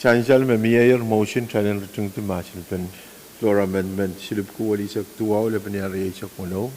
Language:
Pohnpeian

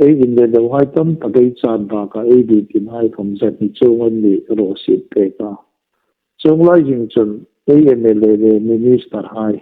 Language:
Hmar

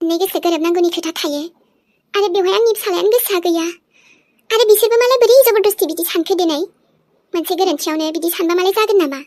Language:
Bodo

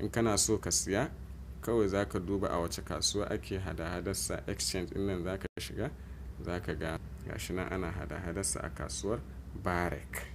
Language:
Hausa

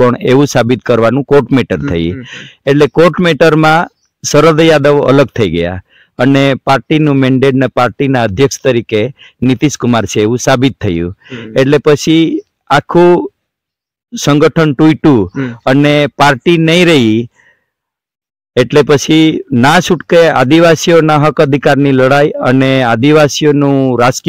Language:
Gujarati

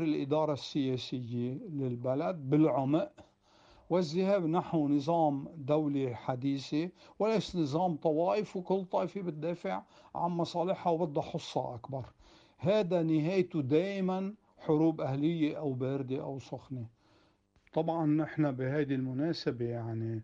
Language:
North Levantine Arabic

